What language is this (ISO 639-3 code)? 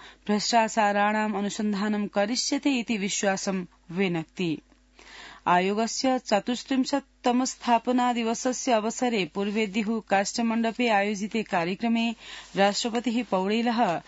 san